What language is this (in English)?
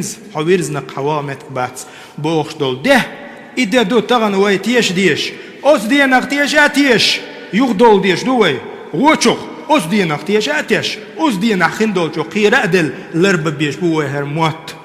Chechen